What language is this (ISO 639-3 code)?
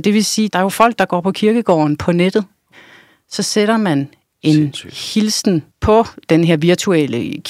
dan